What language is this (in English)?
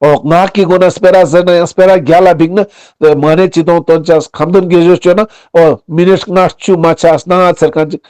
Ladakhi